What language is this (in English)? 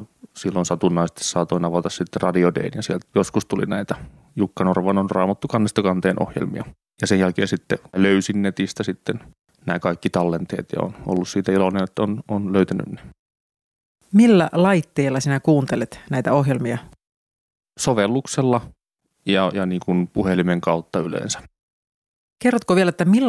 Finnish